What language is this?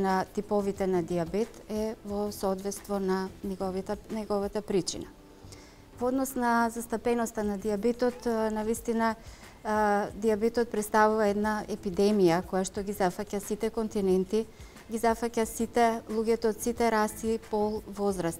Macedonian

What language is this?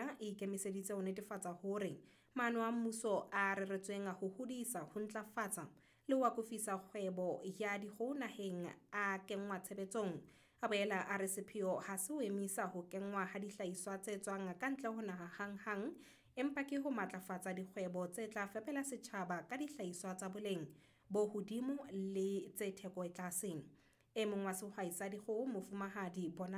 Southern Sotho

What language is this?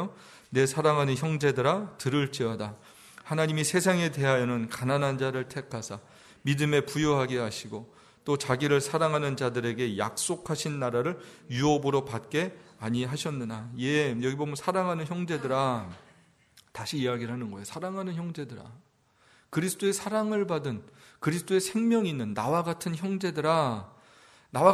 Korean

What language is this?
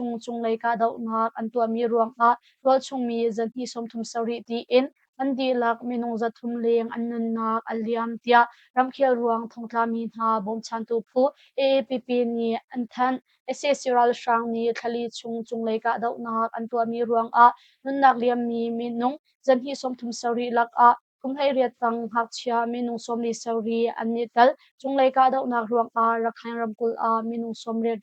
Hakha Chin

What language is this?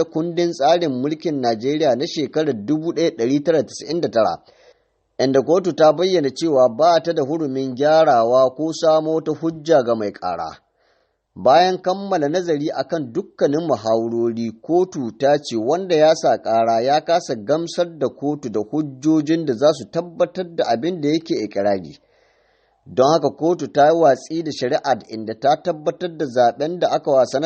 Hausa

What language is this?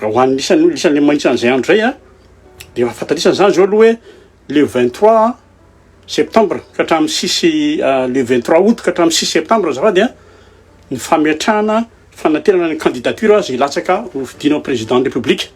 Malagasy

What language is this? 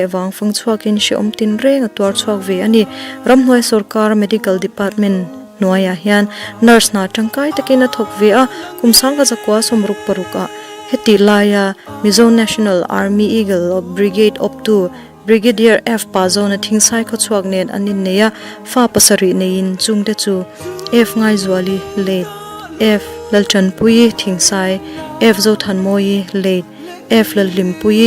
Mizo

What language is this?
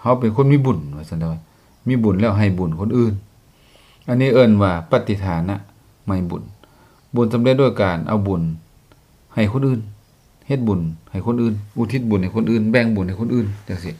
Lao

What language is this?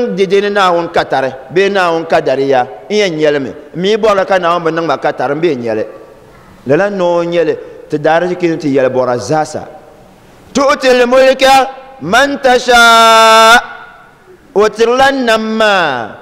Dagbani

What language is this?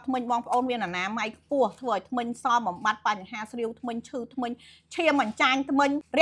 Khmer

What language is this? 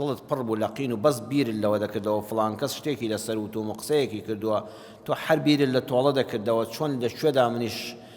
Central Kurdish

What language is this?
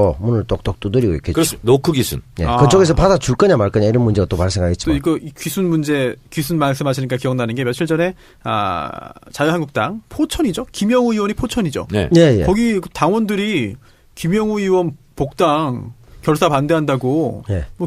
Korean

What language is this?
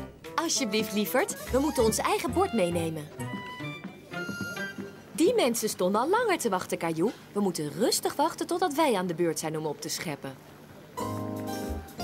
Dutch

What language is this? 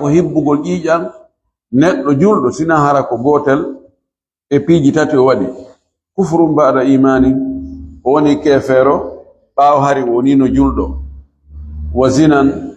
Fula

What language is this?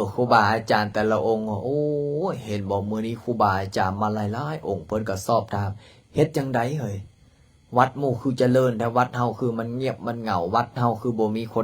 Lao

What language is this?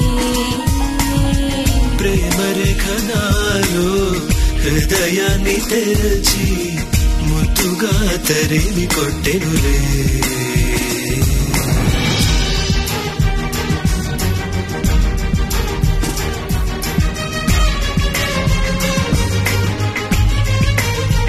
Telugu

